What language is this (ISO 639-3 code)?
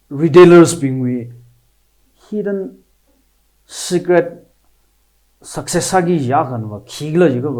nmf